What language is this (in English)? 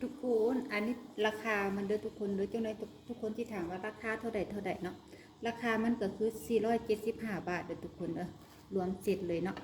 Lao